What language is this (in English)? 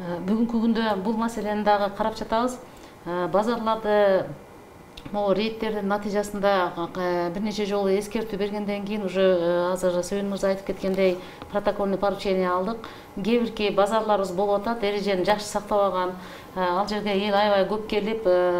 Kyrgyz